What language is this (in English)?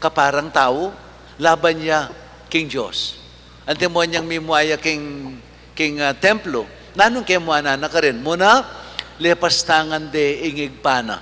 Pampanga